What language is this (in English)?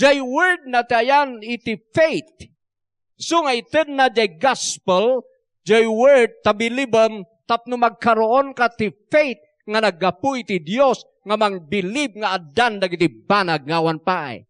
Iloko